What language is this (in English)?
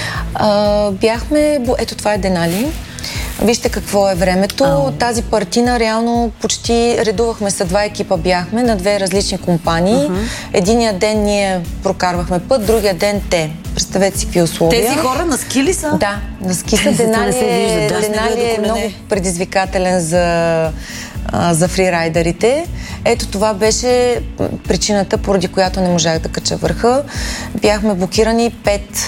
Bulgarian